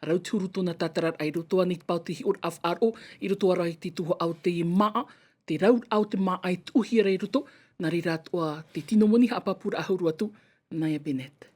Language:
Tahitian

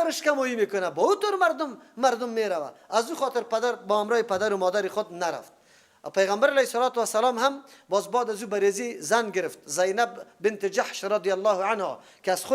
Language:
Persian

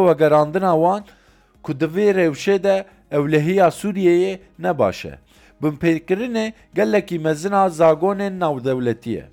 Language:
Kurdish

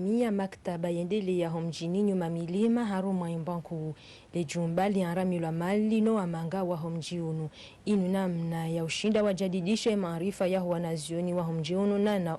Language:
Ngazidja Comorian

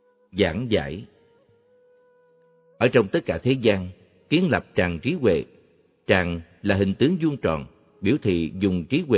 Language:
Vietnamese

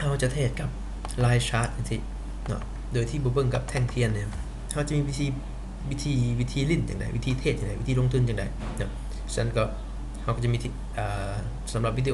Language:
Lao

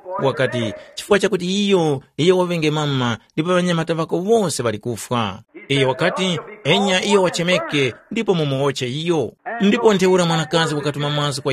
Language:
Tumbuka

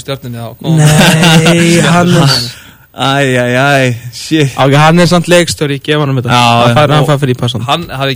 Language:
Icelandic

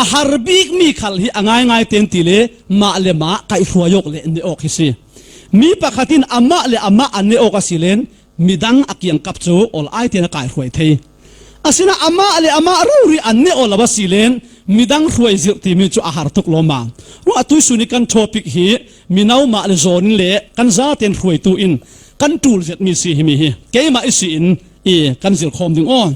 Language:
Falam Chin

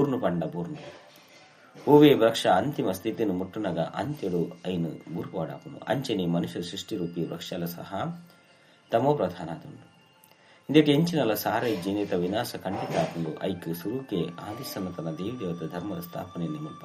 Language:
Tulu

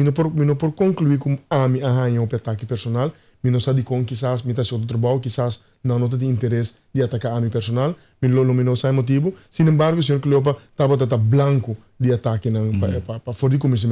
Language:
Papiamento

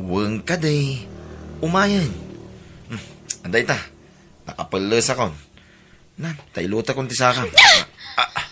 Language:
Iloko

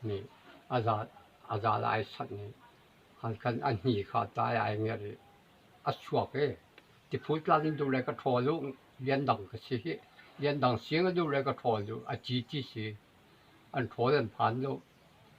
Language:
Hakha Chin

